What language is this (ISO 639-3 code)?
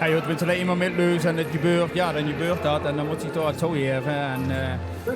lim